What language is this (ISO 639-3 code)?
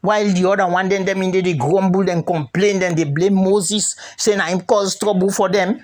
kri